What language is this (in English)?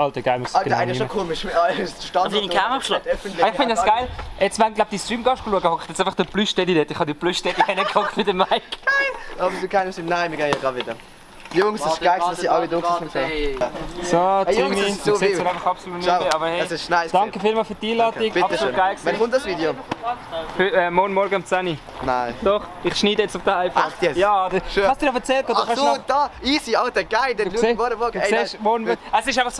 Swiss German